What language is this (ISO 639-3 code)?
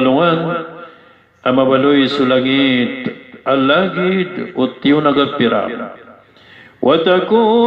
mrw